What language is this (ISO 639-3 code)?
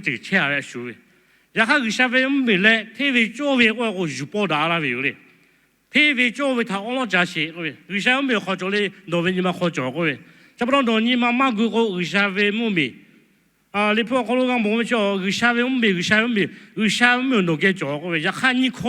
lhu